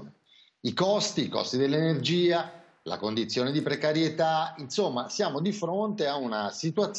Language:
Italian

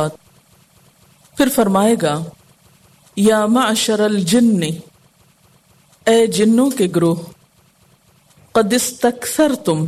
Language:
Urdu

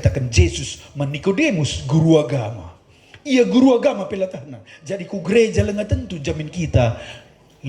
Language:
Batak Karo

